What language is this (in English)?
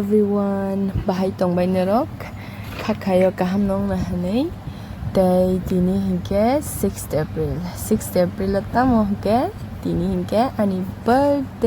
Kok Borok